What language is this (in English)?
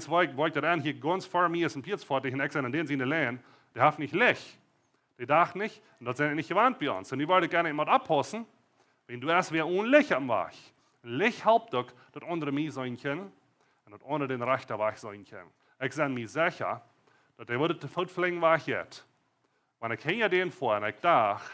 Plautdietsch